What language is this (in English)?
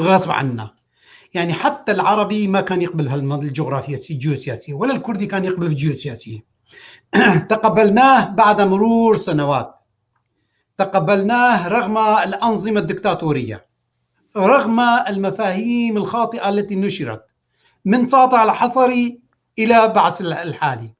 North Levantine Arabic